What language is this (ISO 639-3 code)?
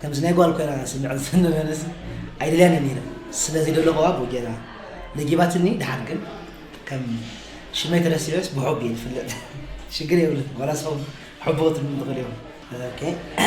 tir